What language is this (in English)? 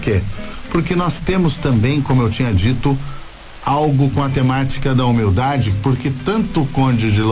Portuguese